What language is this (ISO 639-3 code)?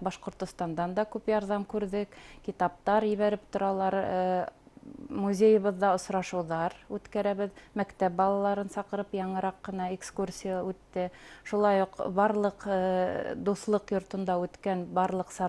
bak